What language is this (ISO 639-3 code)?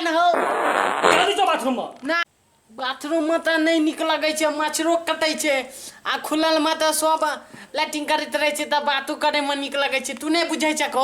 mai